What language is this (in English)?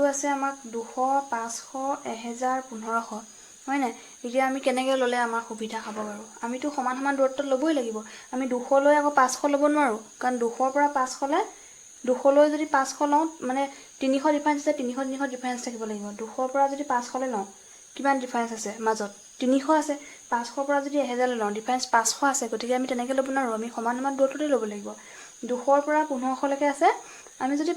Assamese